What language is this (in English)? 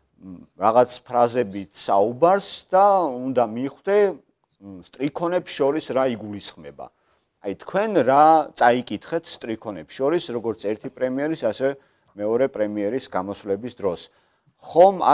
Georgian